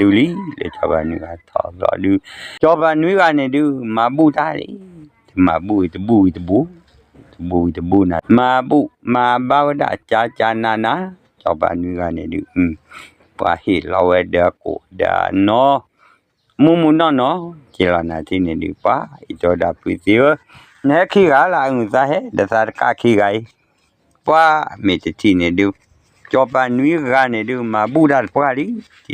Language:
S'gaw Karen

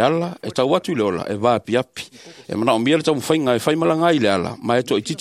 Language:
Samoan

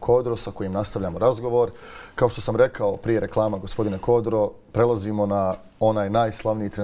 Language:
Bosnian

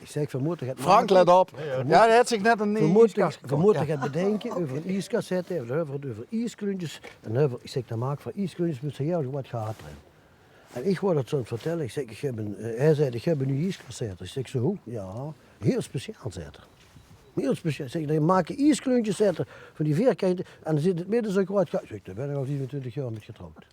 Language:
Limburgish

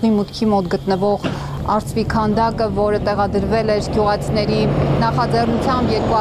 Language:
Armenian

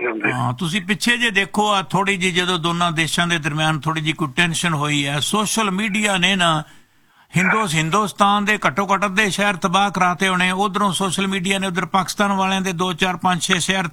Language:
Punjabi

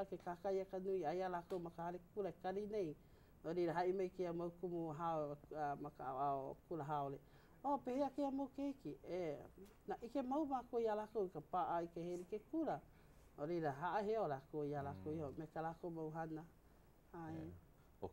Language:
Hawaiian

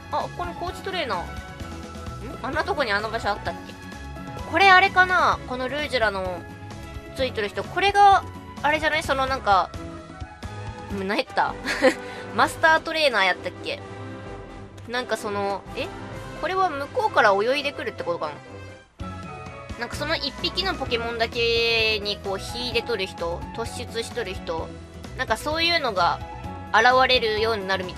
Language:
Japanese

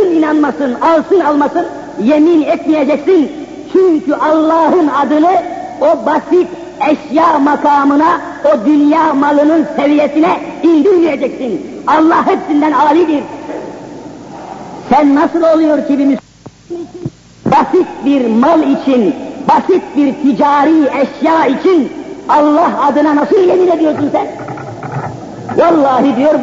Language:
Turkish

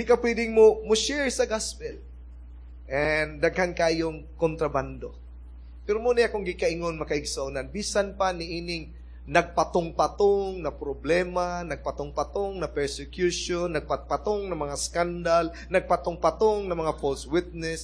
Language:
Cebuano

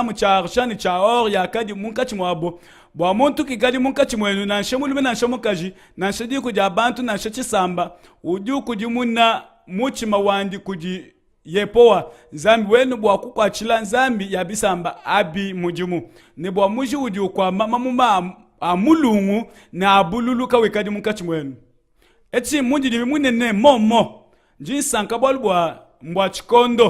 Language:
Luba-Lulua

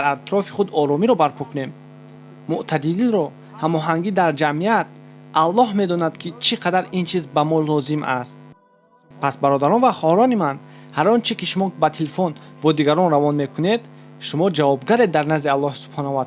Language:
Tajik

